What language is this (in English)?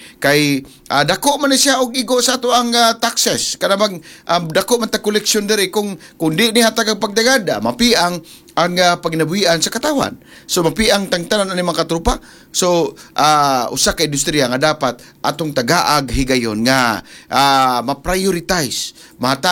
Cebuano